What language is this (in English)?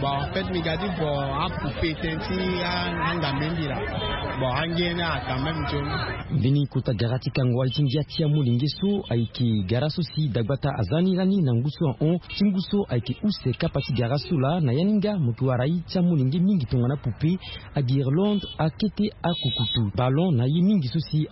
Sango